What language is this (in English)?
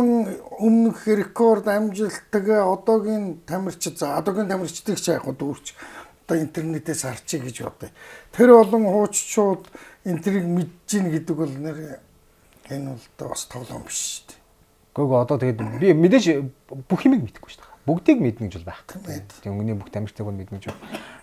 Mongolian